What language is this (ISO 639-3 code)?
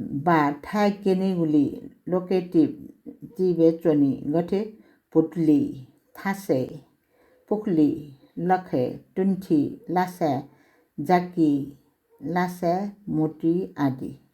new